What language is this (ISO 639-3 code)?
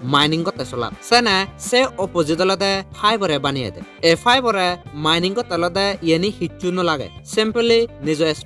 ccp